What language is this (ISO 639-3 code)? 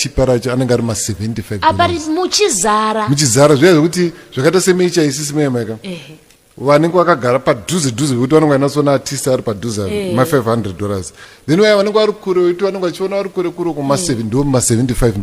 sna